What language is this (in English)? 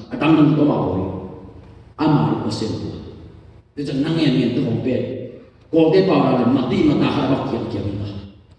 Tedim Chin